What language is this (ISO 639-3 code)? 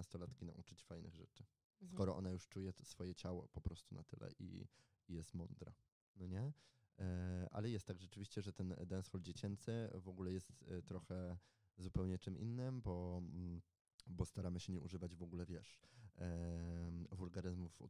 pol